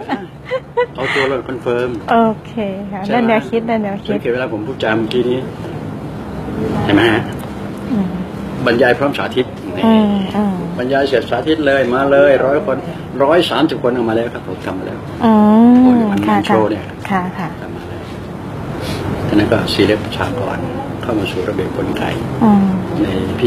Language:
Thai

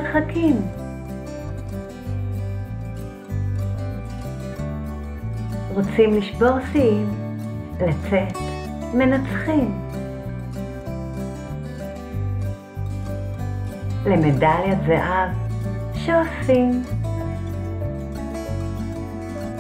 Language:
Hebrew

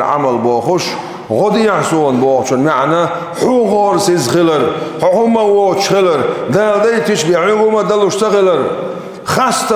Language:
Chechen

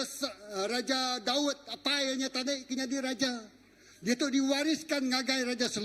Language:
Iban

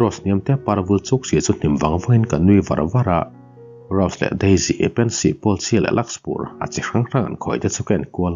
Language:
Mizo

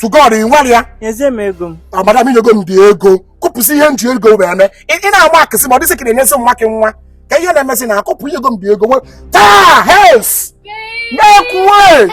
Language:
Igbo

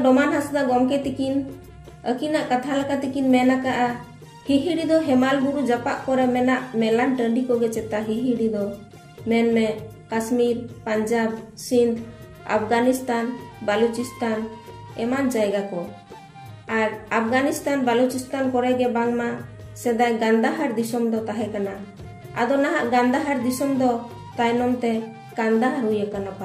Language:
Santali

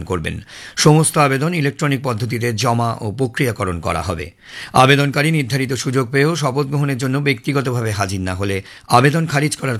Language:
Bangla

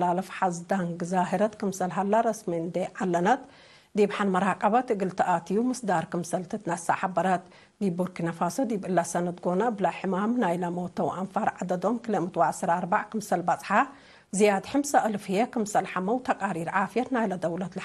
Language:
Tigre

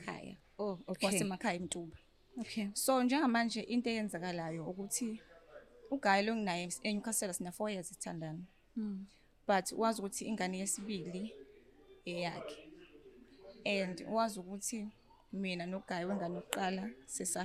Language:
Zulu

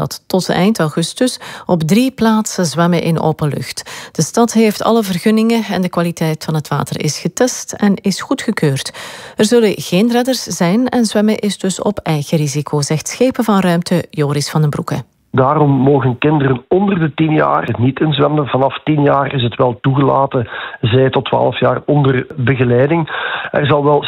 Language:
Dutch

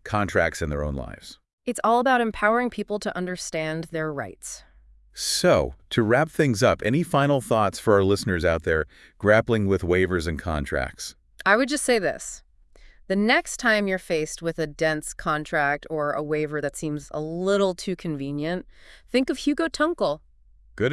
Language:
English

